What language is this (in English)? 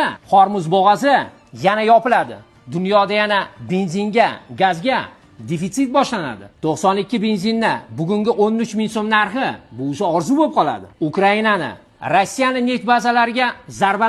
Uzbek